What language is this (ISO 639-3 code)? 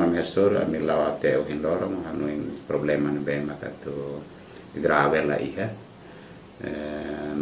tet